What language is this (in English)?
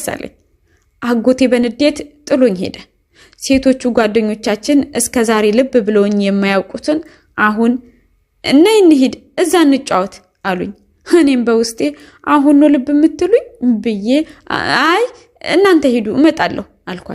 Amharic